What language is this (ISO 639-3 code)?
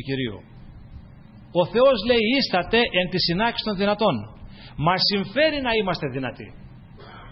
ell